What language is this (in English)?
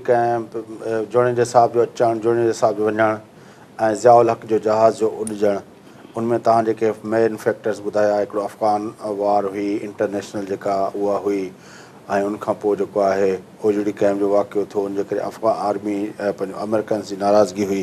Sindhi